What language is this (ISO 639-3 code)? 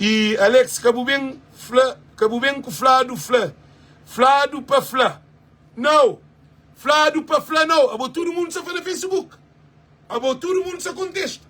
kea